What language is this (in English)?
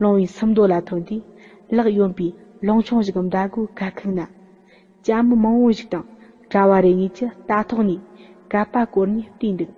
Tibetan